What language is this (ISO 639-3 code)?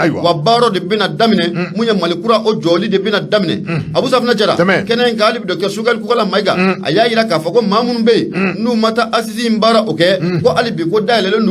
bam